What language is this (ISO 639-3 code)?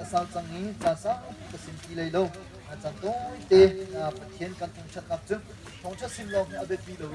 cnh